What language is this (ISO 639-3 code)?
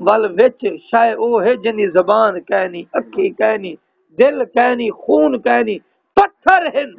skr